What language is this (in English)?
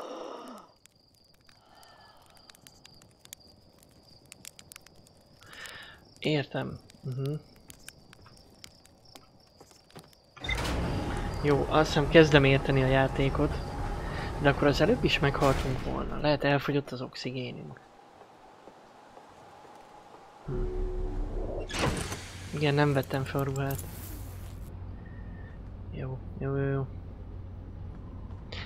Hungarian